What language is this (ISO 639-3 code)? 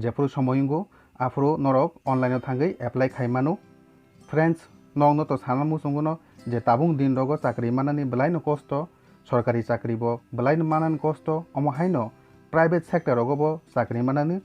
trp